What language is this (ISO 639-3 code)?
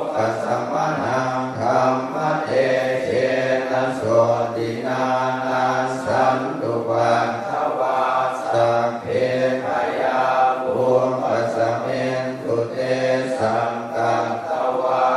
pli